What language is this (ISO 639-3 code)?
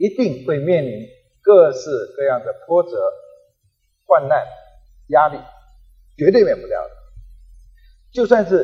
zho